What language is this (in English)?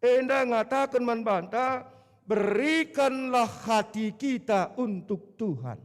Batak Karo